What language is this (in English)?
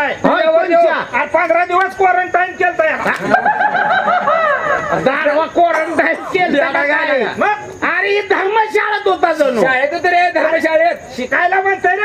Marathi